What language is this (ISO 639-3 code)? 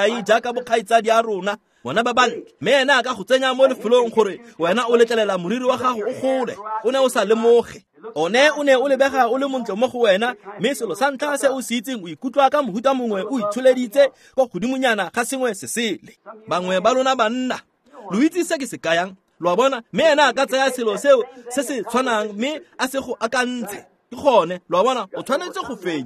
tsn